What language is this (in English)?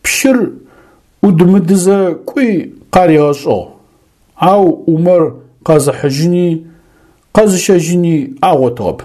Adyghe